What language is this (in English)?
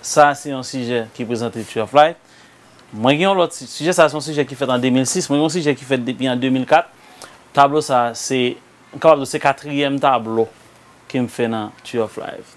Haitian Creole